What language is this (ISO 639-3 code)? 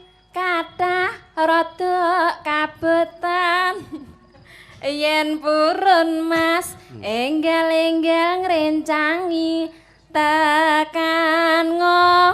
jav